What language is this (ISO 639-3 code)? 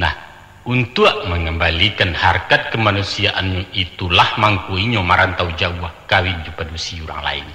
min